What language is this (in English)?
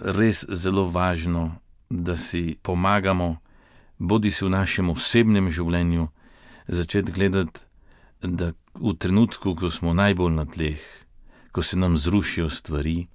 Slovenian